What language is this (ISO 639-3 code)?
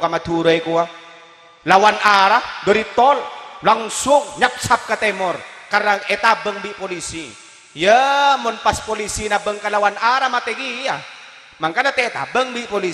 mad